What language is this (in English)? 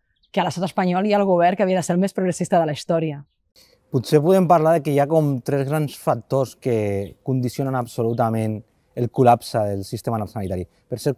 Catalan